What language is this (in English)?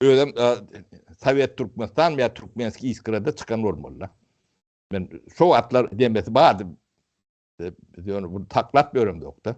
Turkmen